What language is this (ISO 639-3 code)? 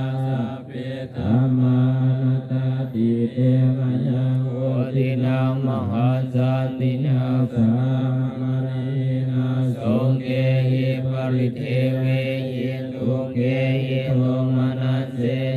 pli